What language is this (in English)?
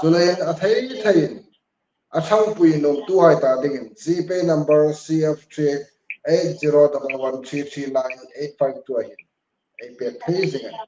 Hmar